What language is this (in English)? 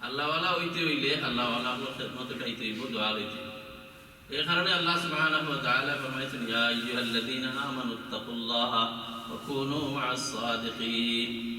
Sylheti